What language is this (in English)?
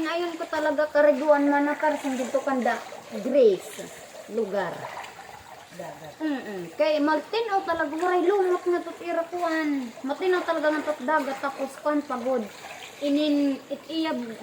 Waray